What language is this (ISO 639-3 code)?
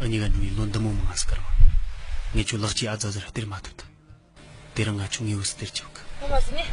bod